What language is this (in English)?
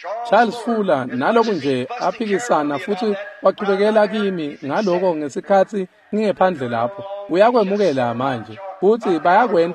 Swati